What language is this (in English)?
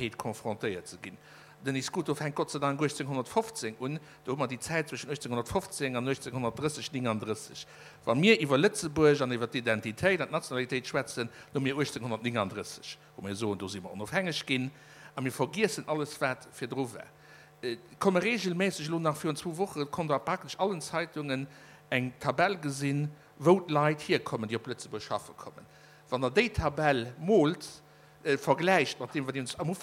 Luxembourgish